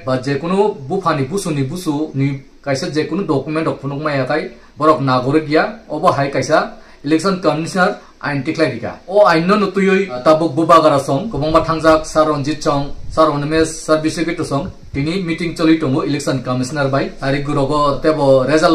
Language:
Kok Borok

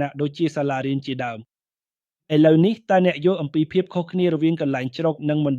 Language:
Khmer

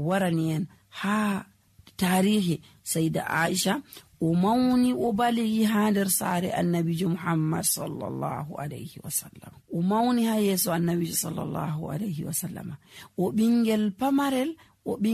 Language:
Nigerian Fulfulde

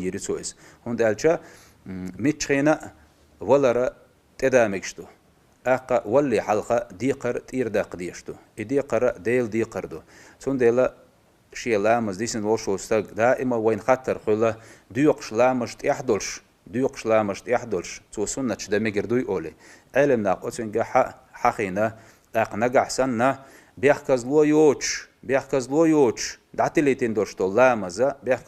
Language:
Chechen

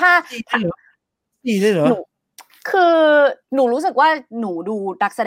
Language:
Thai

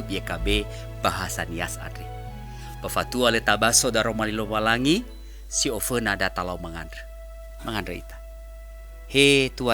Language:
Nias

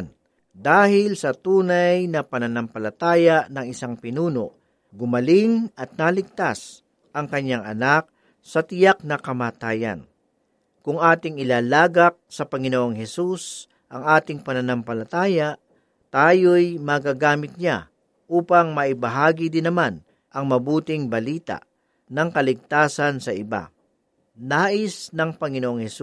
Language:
Filipino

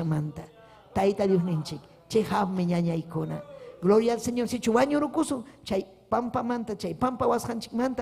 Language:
Ayacucho Quechua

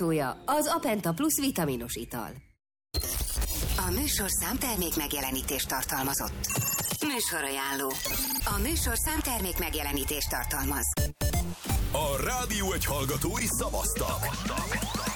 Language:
Hungarian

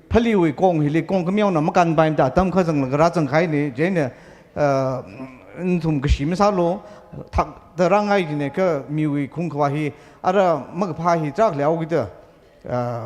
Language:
Tangkhul Naga (India)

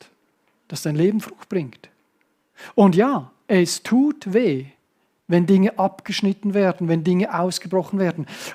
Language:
Swiss German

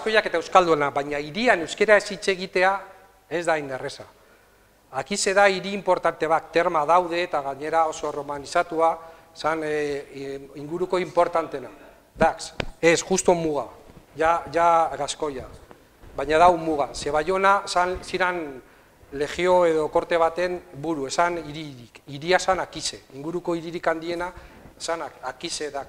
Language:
Basque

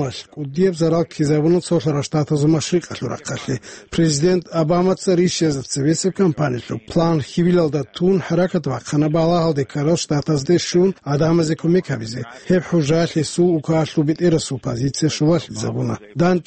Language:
Avaric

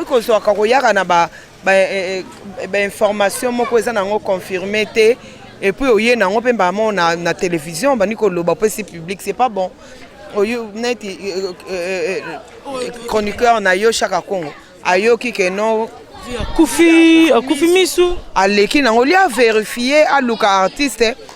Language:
Lingala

